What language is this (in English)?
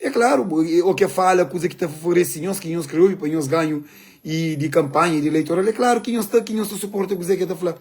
Kabuverdianu